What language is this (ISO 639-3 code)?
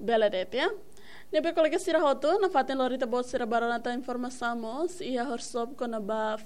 tet